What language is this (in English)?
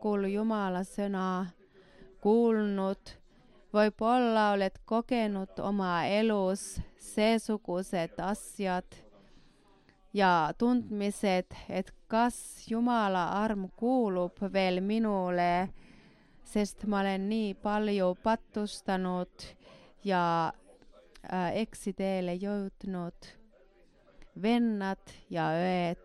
Estonian